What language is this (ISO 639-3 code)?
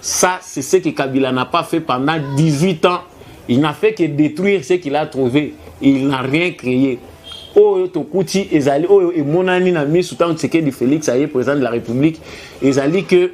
lin